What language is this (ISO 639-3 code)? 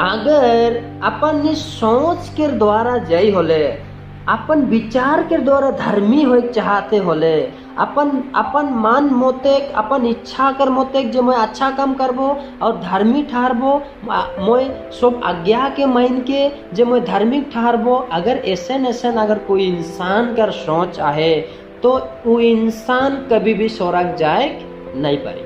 sck